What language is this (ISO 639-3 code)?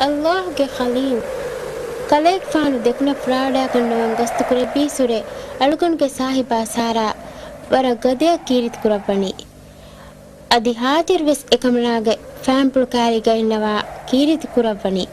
div